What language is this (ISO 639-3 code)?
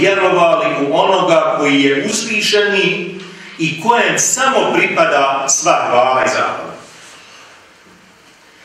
bos